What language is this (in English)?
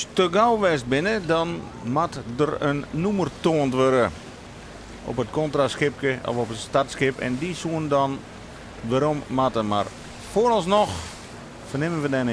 Western Frisian